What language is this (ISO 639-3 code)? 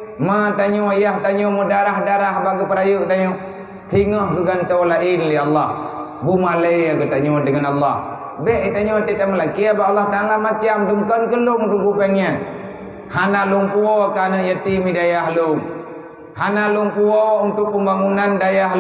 ace